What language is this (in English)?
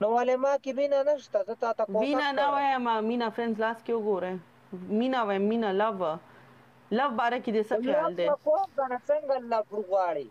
Pashto